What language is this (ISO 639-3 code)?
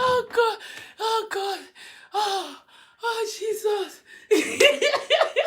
pcm